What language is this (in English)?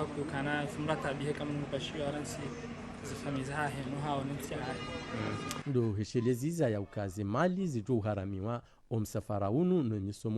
Ngazidja Comorian